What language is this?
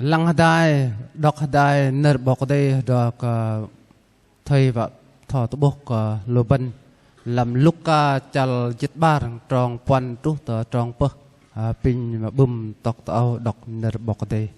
Bahnar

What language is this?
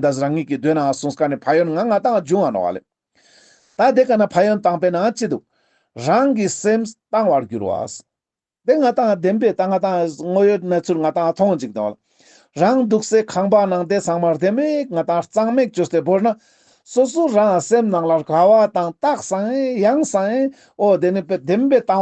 Ladakhi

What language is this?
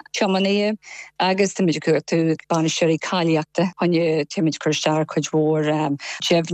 Irish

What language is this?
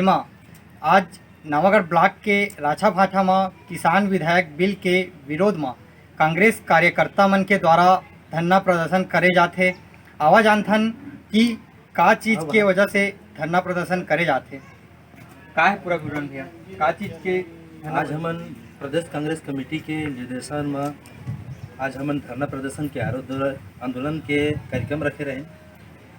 Chhattisgarhi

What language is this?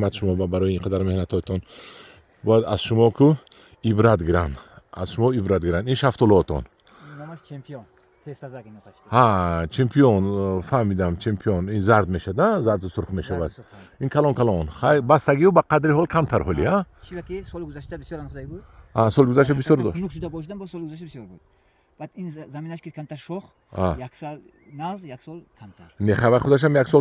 Tajik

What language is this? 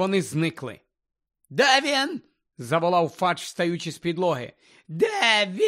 Ukrainian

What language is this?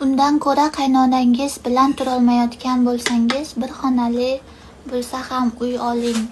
Uzbek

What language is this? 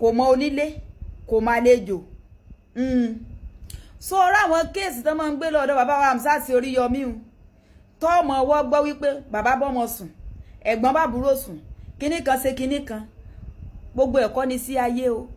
Yoruba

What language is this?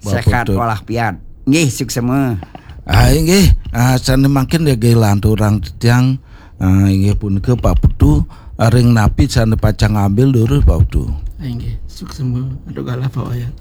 Balinese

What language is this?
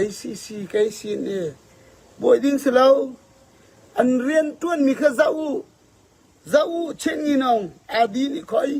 Falam Chin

